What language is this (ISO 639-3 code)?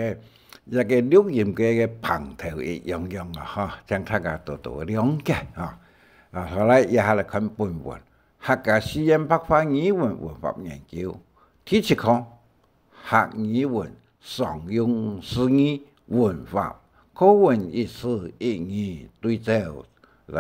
hak